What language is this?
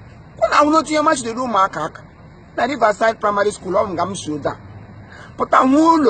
Igbo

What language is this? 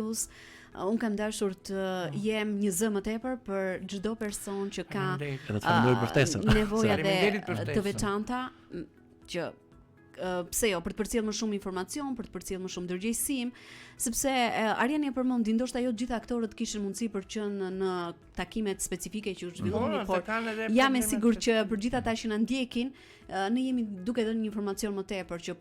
Albanian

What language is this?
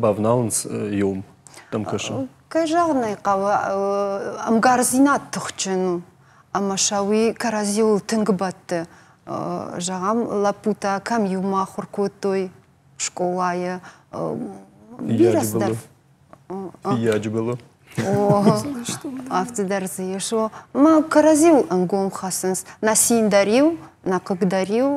Ossetic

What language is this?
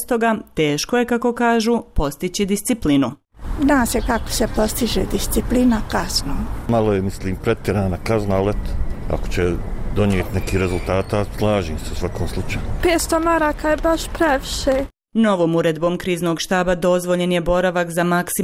Bosnian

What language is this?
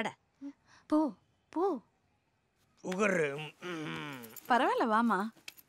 Tamil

